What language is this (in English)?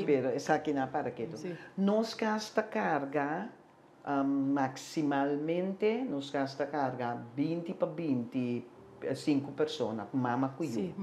Papiamento